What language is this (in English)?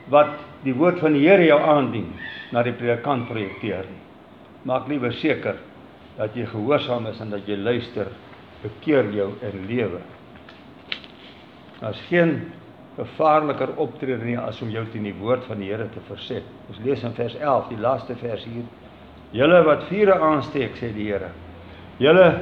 Afrikaans